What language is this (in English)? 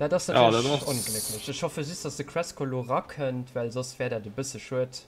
Luxembourgish